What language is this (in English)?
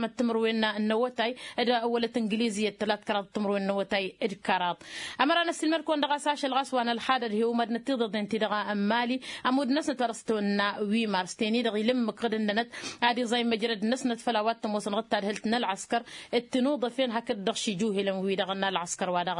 Tamasheq